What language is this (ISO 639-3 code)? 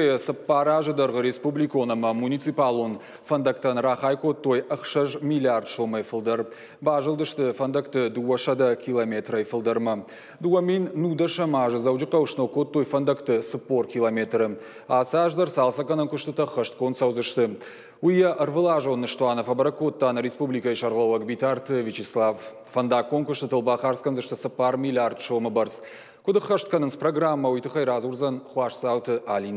oss